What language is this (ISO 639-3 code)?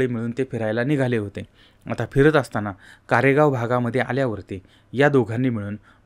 mar